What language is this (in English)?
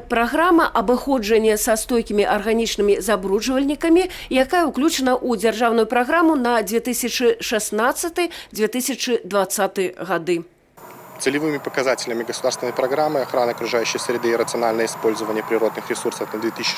Belarusian